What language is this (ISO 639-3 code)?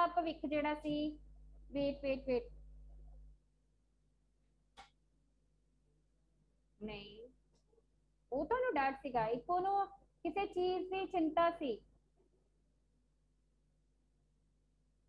pan